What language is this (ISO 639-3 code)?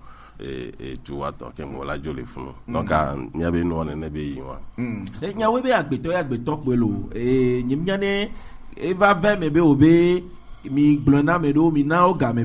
fra